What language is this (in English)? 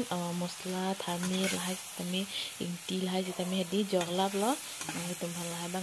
Karbi